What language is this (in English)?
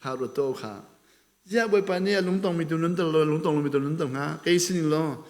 Hakha Chin